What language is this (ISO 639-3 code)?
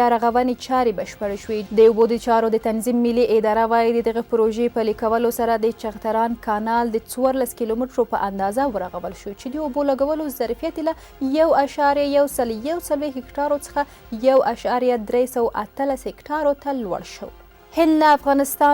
pus